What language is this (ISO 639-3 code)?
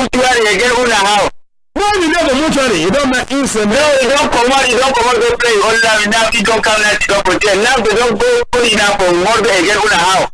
wes